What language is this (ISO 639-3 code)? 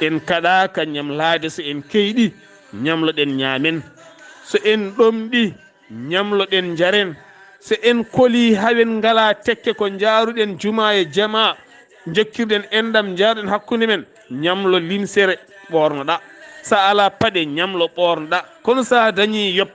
ful